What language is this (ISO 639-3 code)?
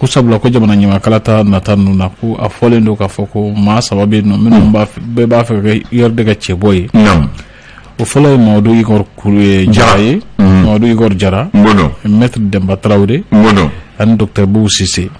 bam